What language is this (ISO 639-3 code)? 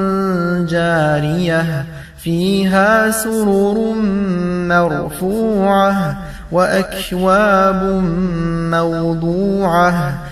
inh